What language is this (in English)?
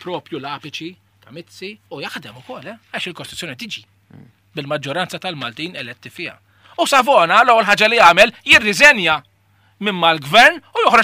Maltese